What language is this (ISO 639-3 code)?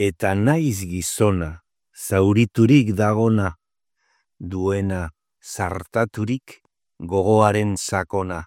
eus